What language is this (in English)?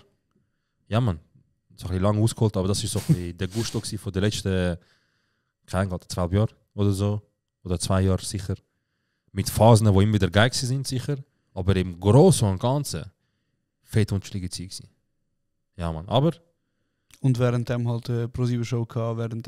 Swiss German